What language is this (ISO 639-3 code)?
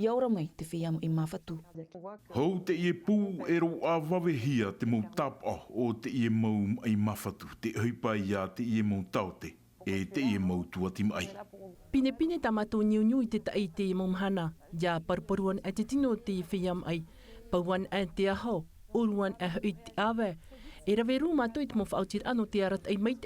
tah